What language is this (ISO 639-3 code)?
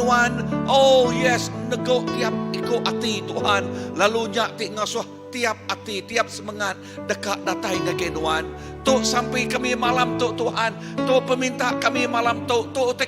iba